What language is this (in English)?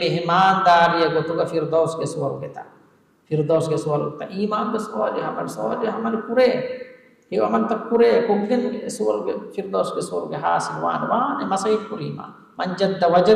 Divehi